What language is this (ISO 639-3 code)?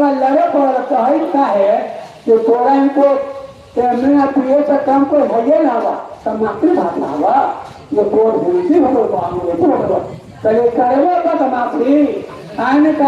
mag